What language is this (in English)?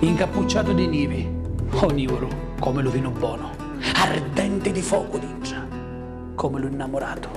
Sicilian